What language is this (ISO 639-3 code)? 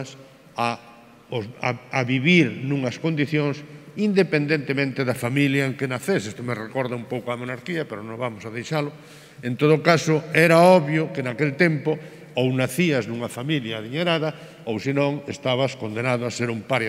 glg